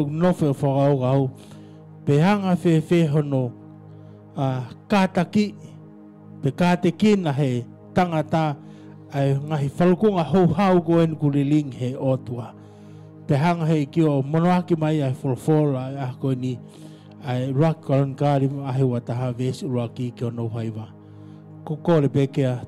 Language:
Tongan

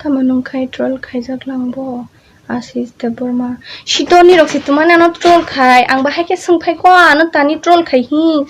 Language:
Kok Borok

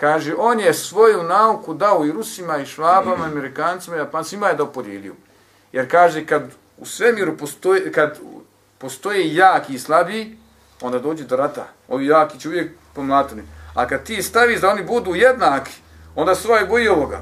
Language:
Bosnian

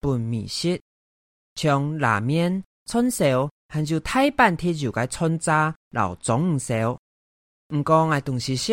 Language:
Hakka Chinese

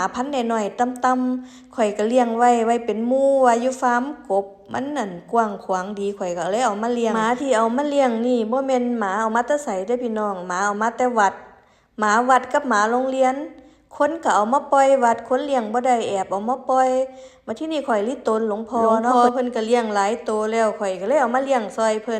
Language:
Northeastern Thai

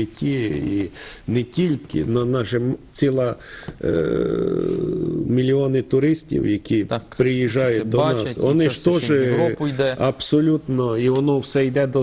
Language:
Ukrainian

